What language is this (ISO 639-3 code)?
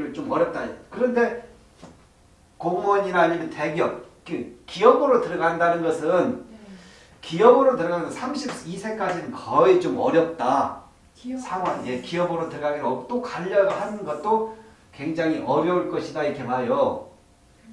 kor